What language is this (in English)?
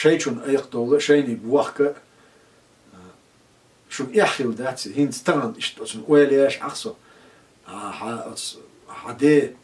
Chechen